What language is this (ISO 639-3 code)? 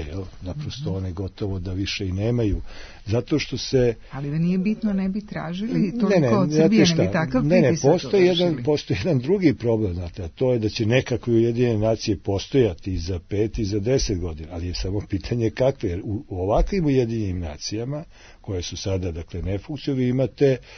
srp